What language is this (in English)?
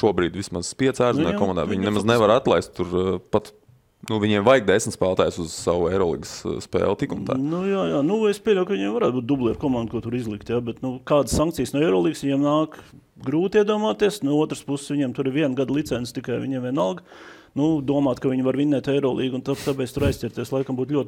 Latvian